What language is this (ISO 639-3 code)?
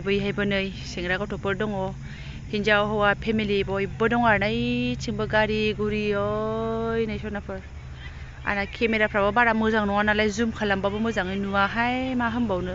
brx